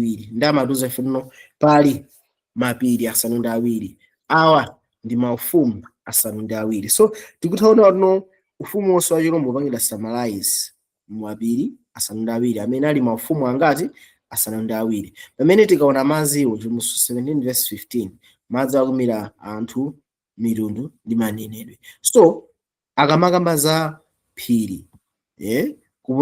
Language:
Nyanja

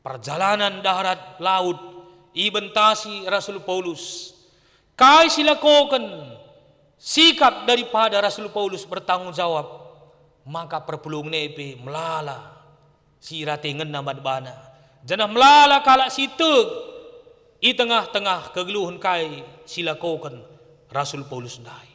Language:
Batak Karo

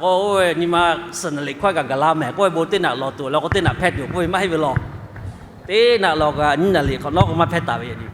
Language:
Lahu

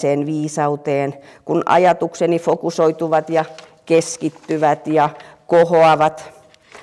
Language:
Finnish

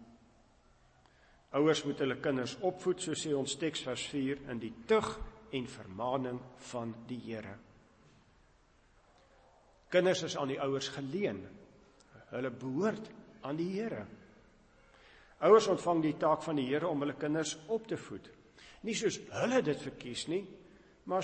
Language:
Afrikaans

